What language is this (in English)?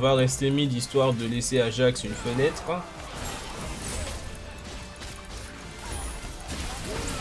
French